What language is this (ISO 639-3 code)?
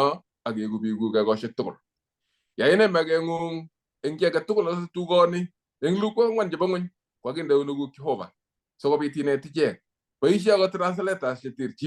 kln